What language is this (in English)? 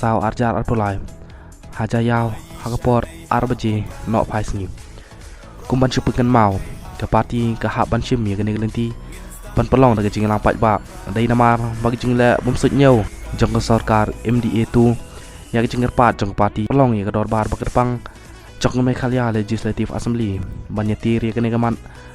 Khasi